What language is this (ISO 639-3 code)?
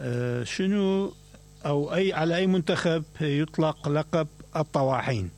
acm